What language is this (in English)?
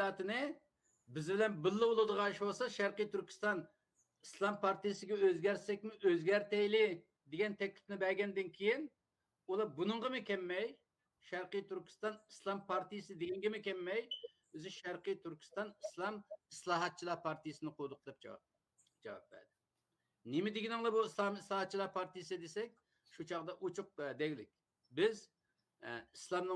Uyghur